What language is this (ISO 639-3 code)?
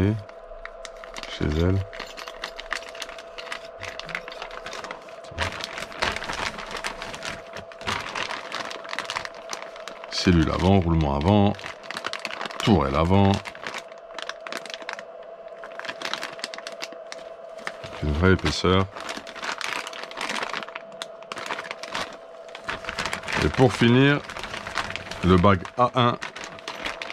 fra